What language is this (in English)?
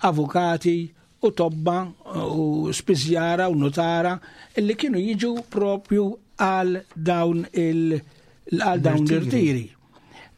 Maltese